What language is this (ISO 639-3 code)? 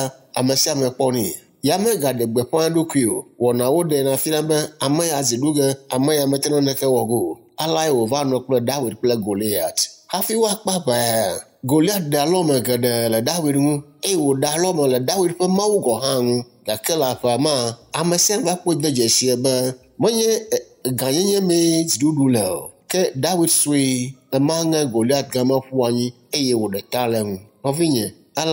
ewe